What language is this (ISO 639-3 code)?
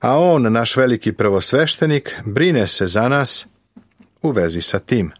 srp